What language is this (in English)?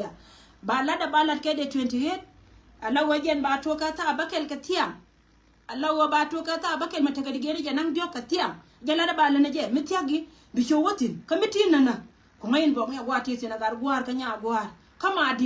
Nuer